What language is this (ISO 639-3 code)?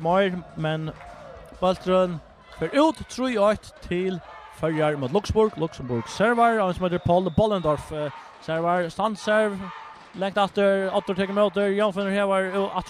fao